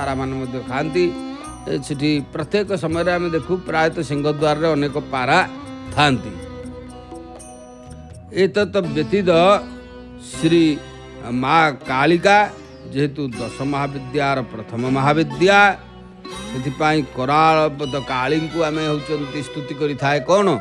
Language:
Odia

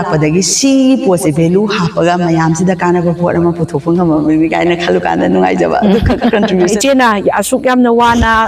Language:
Manipuri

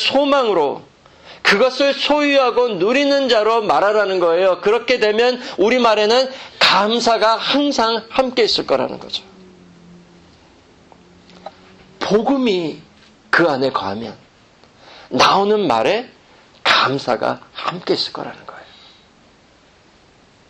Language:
Korean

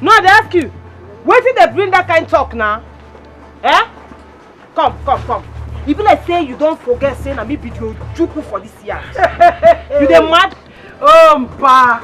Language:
Nigerian Pidgin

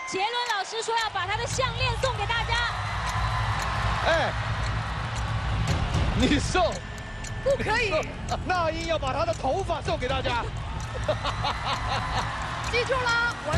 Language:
Chinese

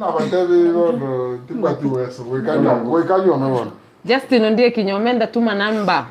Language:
Gusii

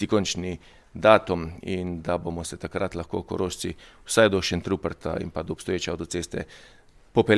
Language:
Slovenian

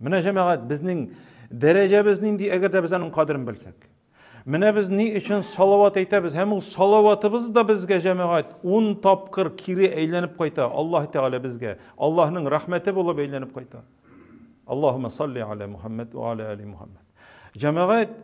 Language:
Tatar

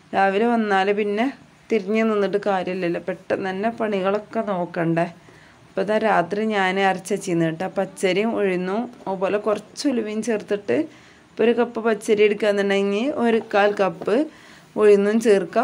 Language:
Malayalam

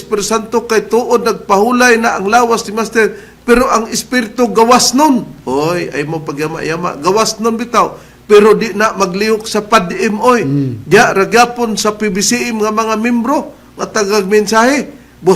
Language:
Cebuano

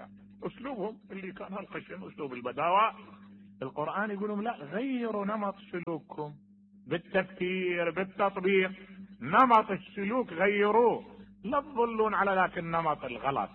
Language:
Mesopotamian Arabic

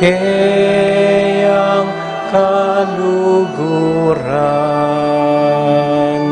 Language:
Pampanga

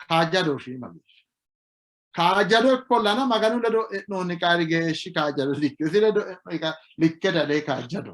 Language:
Sidamo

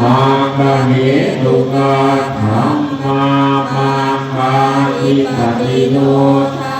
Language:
Pali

